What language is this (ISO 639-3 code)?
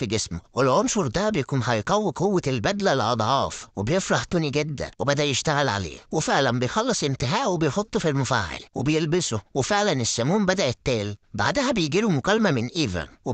arz